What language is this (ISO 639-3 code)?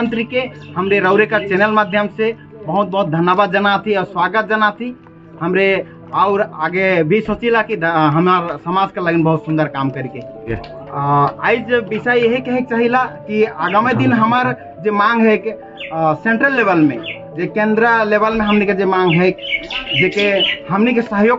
sck